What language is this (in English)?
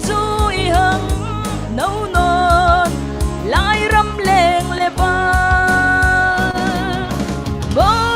Falam Chin